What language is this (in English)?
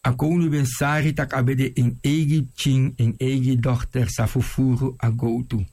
Sranan Tongo